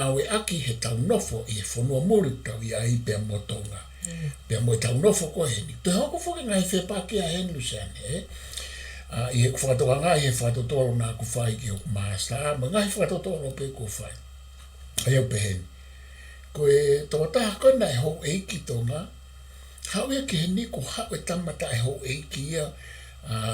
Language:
Tongan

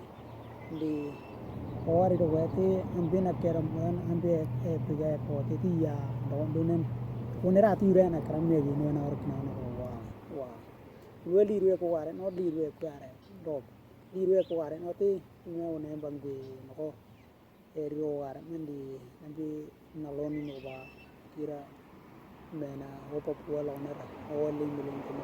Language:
Western Dani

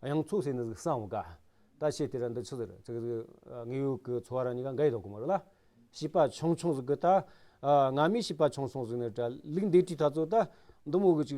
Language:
Amdo Tibetan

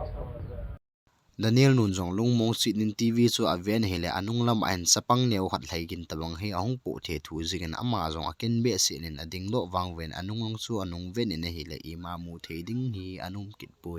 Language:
Thado Chin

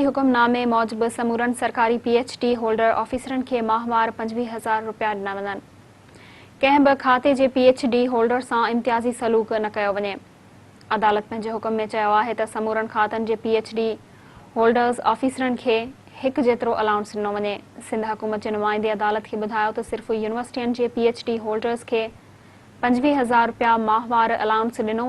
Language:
Sindhi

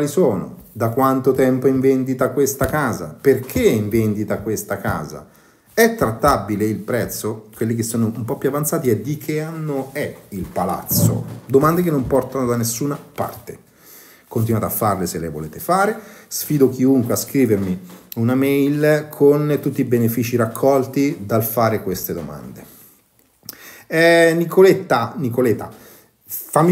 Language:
Italian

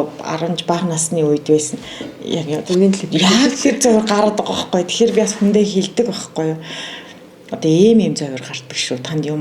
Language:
Mongolian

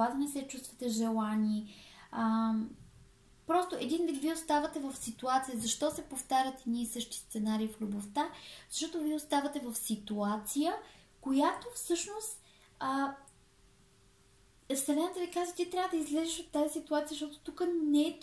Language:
Bulgarian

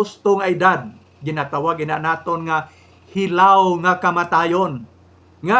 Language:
Hiligaynon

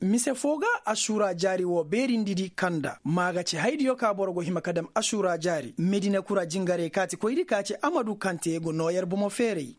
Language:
Koyraboro Senni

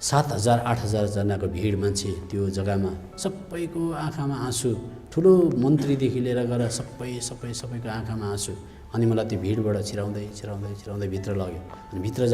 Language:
Nepali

